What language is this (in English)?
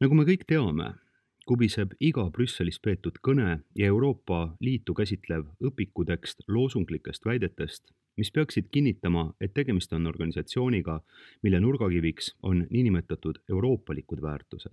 Estonian